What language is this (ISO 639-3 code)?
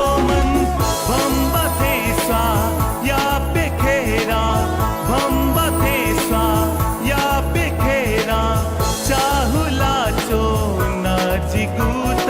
new